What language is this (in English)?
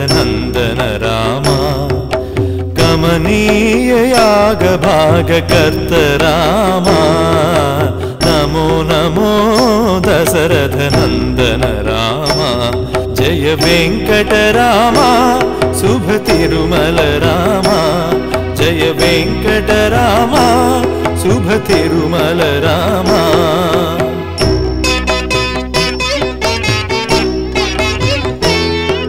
Telugu